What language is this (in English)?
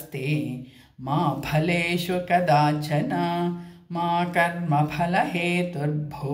Sanskrit